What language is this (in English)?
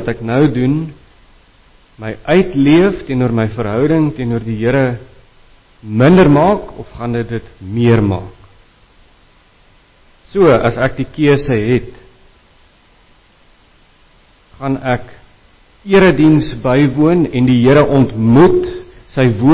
Afrikaans